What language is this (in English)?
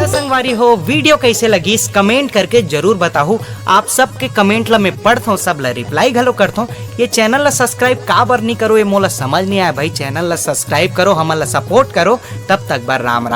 Chhattisgarhi